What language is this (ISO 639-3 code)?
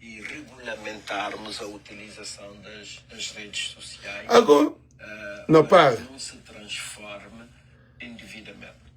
kea